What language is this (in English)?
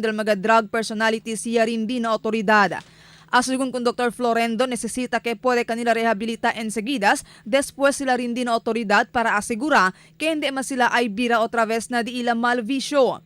Chavacano